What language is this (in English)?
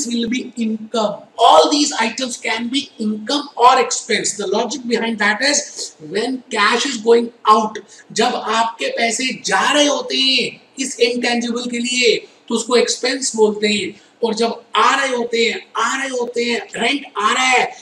Hindi